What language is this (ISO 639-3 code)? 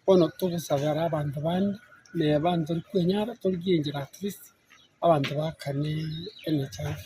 guz